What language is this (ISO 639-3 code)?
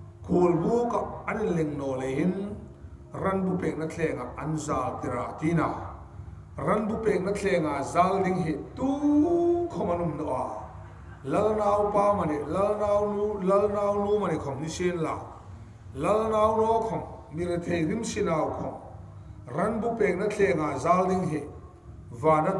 hmr